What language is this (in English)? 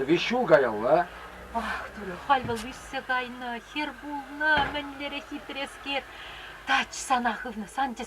Chuvash